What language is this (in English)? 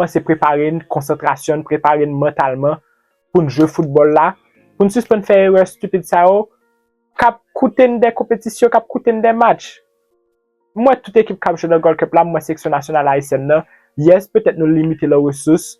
Haitian Creole